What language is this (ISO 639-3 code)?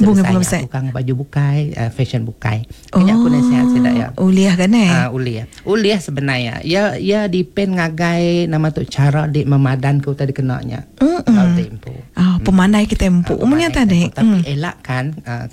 iba